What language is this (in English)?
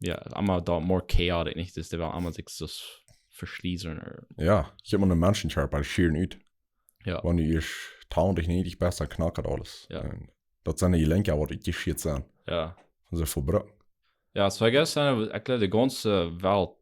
Plautdietsch